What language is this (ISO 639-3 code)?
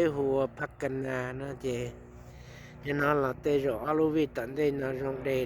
hmn